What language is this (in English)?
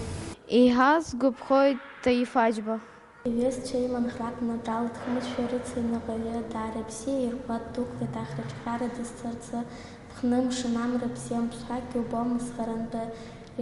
Abkhazian